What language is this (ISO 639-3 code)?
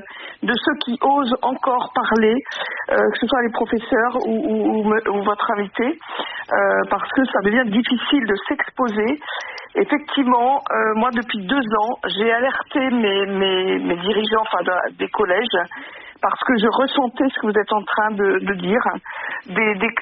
fra